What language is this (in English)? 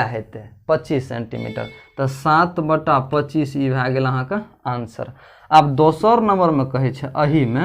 Maithili